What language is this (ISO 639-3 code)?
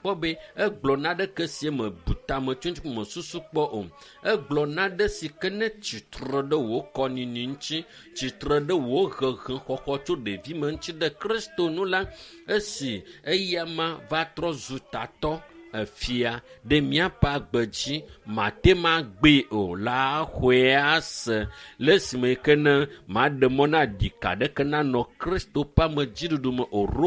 ewe